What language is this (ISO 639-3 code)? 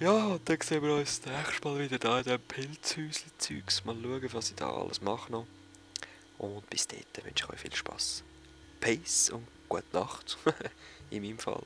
gsw